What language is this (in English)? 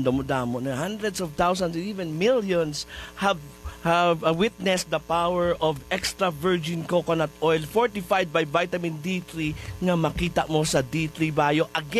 Hiligaynon